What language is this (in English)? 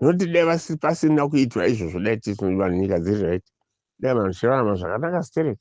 Shona